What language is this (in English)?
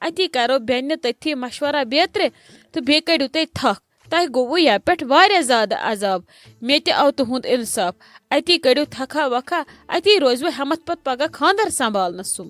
Kashmiri